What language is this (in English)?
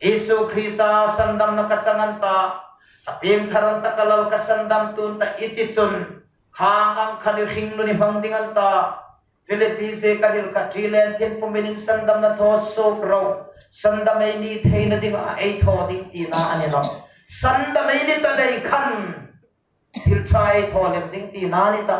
Hmar